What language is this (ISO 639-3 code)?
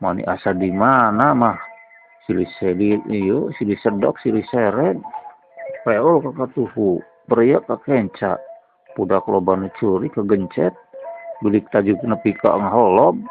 sun